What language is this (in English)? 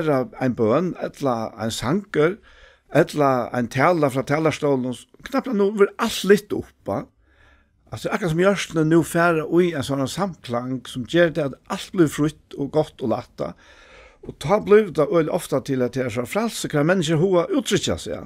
Faroese